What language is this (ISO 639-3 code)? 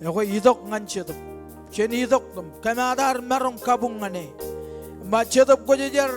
mah